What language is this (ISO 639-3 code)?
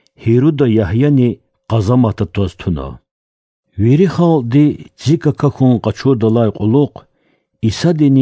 lez